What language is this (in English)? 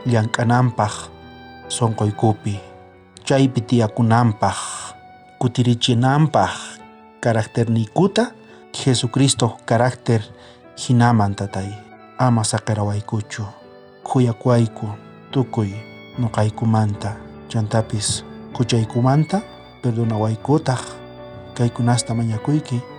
South Bolivian Quechua